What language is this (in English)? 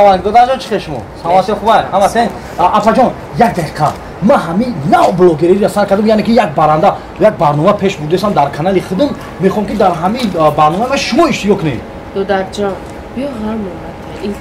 Tajik